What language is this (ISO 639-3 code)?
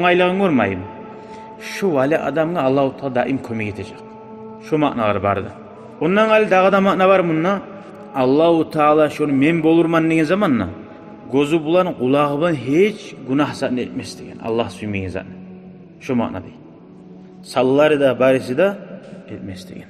kum